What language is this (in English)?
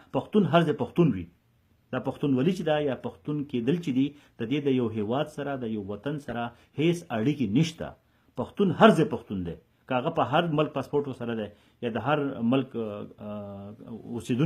Pashto